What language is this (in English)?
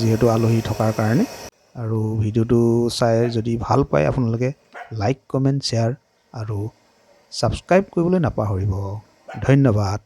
Assamese